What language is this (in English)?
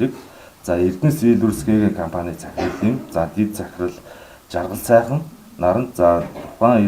Mongolian